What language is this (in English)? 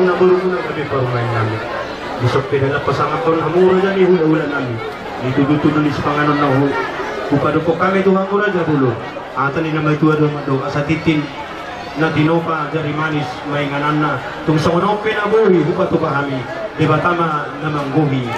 Batak Toba